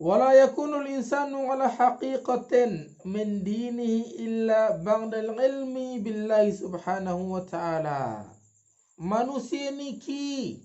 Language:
Sasak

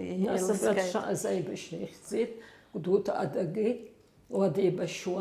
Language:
Abkhazian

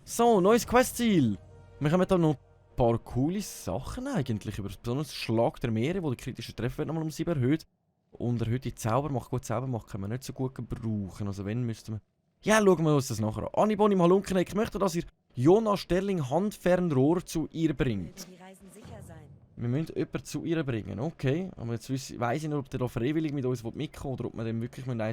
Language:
Swiss German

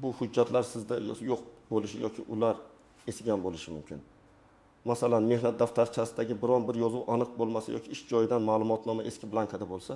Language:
Uzbek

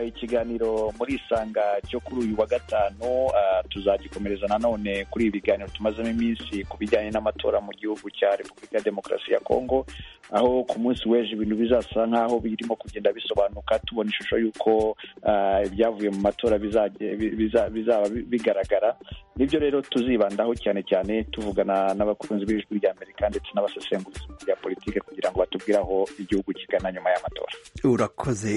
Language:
Kinyarwanda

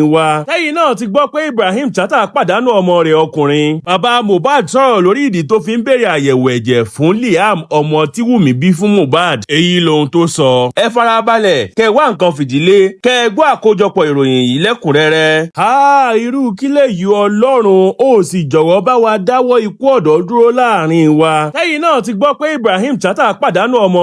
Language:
Yoruba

